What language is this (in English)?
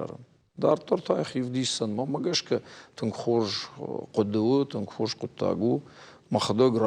Ossetic